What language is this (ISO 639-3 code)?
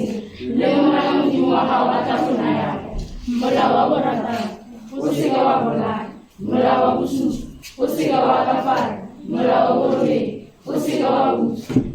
tsn